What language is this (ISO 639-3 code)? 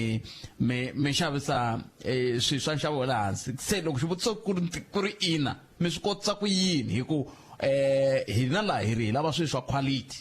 tso